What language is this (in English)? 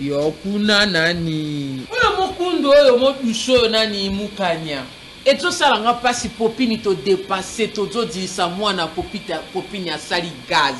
Lingala